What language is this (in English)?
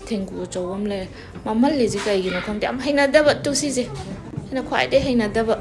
Manipuri